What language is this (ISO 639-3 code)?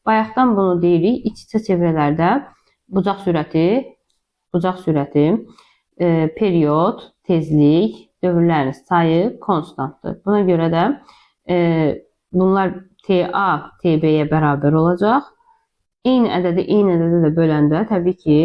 aze